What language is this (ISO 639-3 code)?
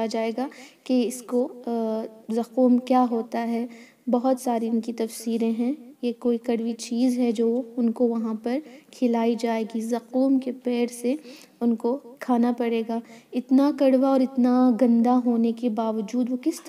urd